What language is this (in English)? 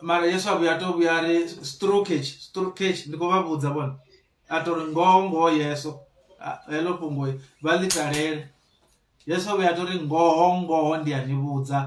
Venda